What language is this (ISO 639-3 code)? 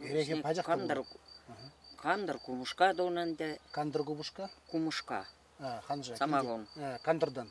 chv